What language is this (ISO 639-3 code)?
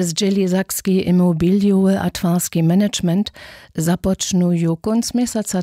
hsb